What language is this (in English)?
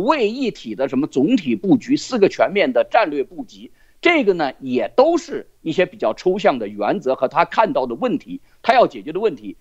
Chinese